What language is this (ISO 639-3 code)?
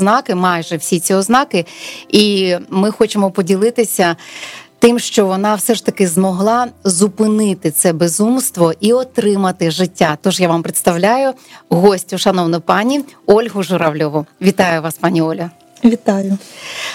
ukr